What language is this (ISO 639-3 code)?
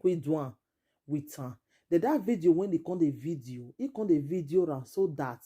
pcm